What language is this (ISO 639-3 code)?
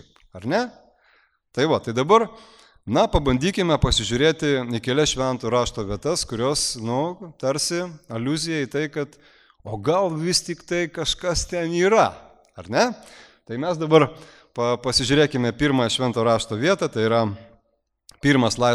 lit